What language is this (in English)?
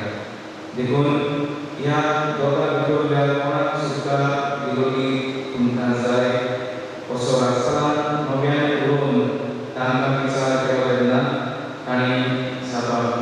Konkani